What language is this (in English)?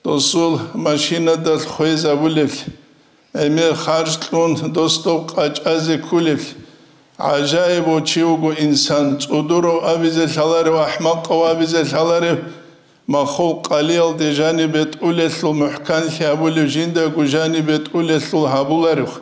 Avaric